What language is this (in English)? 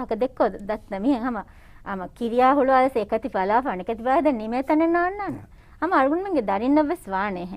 Divehi